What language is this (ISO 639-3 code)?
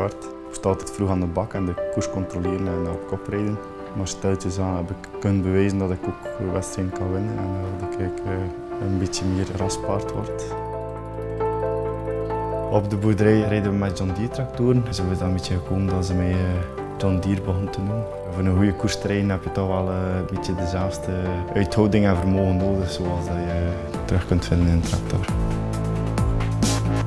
nld